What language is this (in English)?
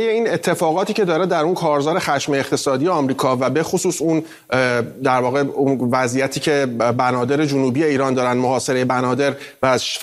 Persian